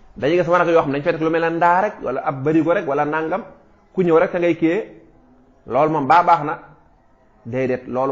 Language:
Wolof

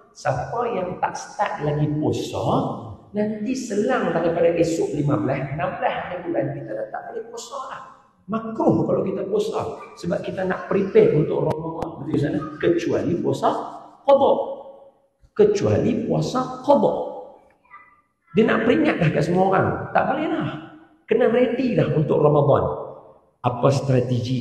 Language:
Malay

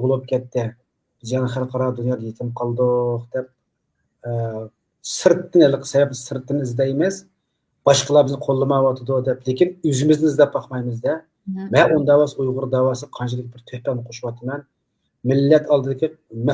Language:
Uyghur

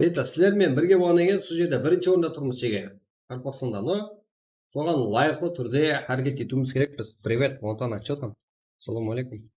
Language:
Kara-Kalpak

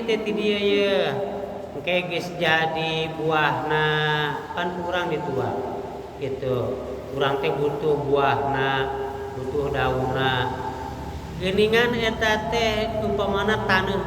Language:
Sundanese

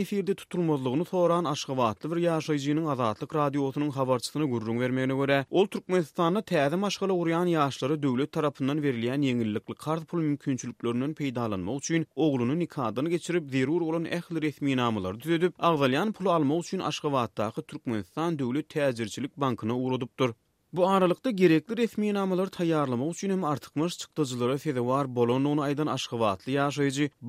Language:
Turkmen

